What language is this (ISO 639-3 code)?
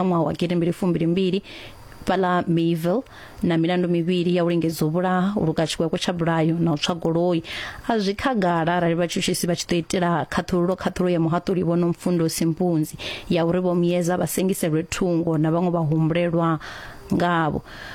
ven